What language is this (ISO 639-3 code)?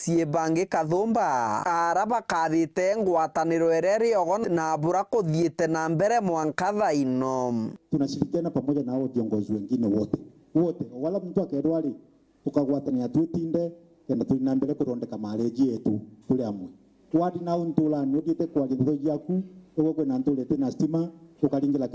mer